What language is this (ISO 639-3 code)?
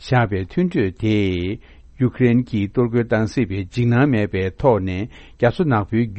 bod